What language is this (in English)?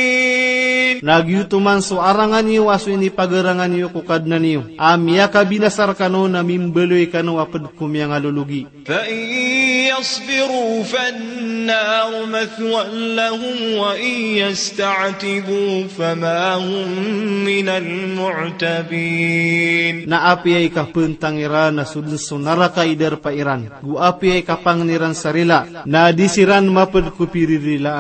Maranao